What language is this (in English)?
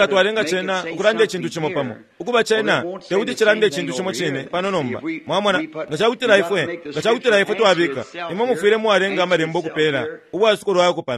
Bemba